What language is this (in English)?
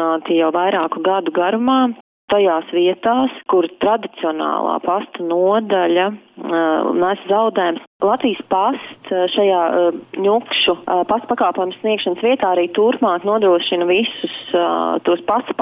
Latvian